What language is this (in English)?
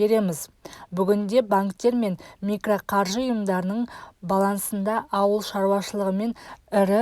Kazakh